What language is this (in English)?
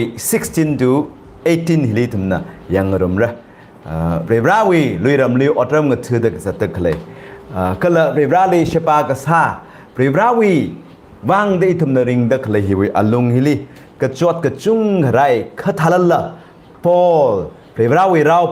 Tangkhul Naga (India)